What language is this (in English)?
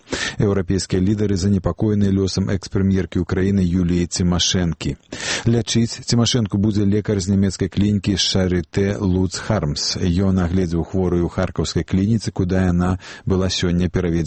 Belarusian